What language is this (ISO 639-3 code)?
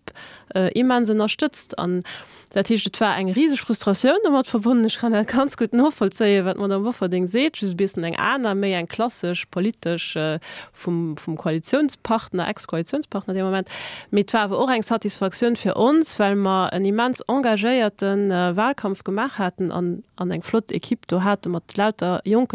ltz